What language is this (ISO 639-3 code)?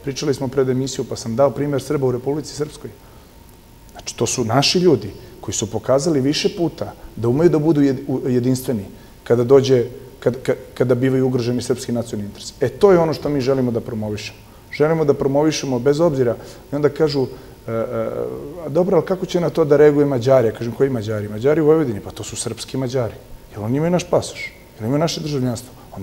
srp